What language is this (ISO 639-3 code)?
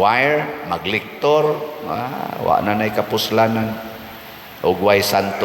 ceb